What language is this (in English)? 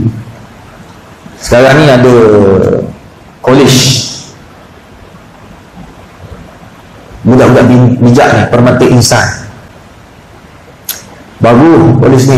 Malay